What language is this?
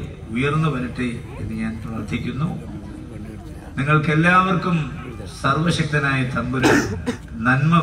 Malayalam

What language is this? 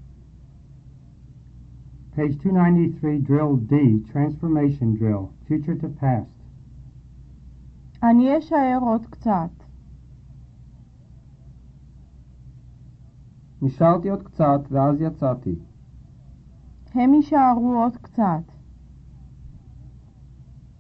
Hebrew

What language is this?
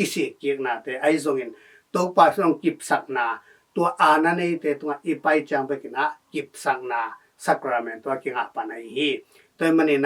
Tedim Chin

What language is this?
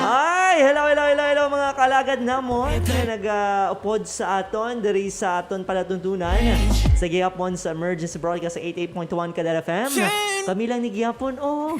Hiligaynon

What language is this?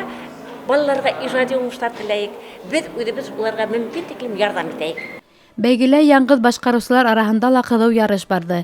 Bashkir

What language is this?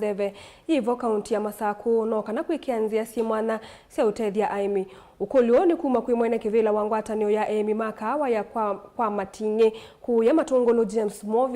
Kamba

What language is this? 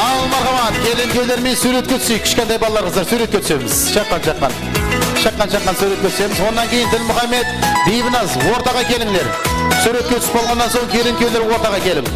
Kara-Kalpak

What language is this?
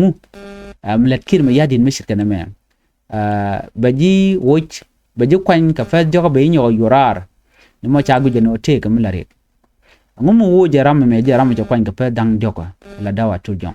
Nuer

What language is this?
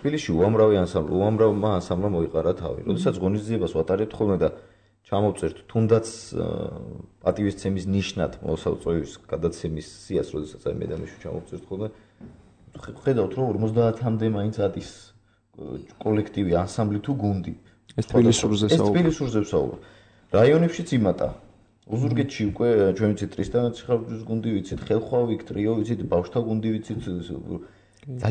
Georgian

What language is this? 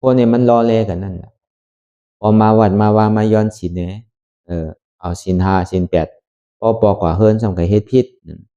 Shan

